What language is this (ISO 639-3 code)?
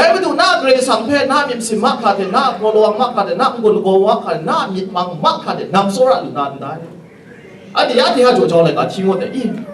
kac